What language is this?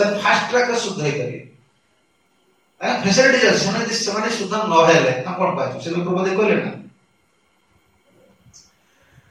Odia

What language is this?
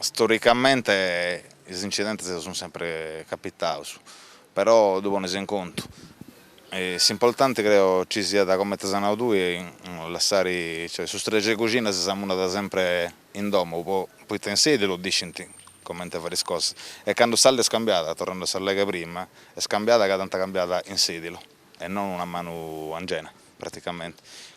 Sardinian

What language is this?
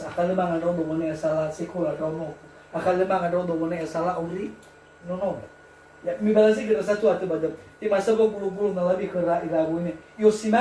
Nias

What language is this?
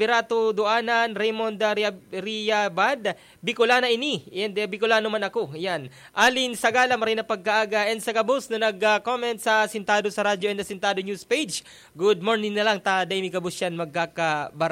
Bikol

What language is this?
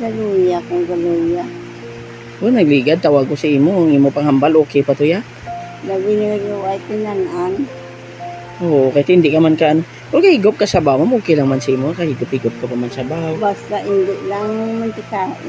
Hiligaynon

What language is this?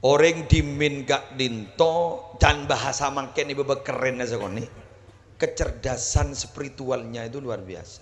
Madurese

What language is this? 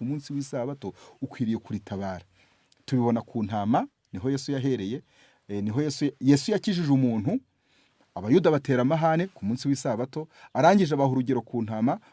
Kinyarwanda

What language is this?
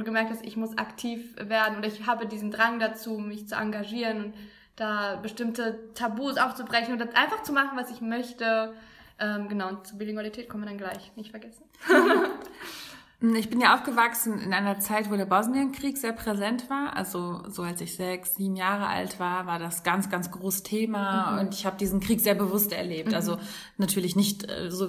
German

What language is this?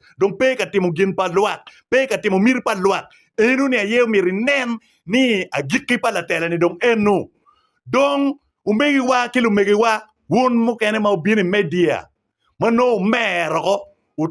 Acoli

